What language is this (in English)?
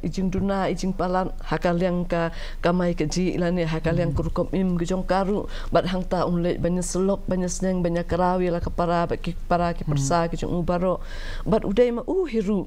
Khasi